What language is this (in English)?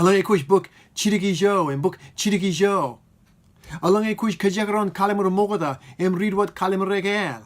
Marshallese